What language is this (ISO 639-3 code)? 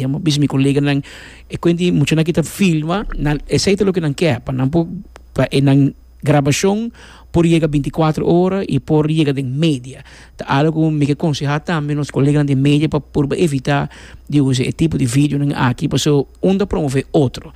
pap